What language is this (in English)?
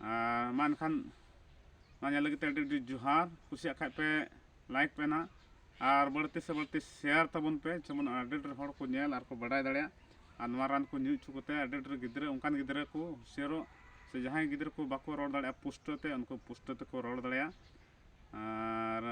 Santali